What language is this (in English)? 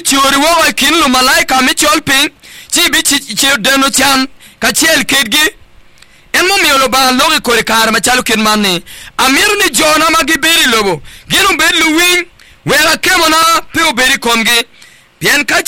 Acoli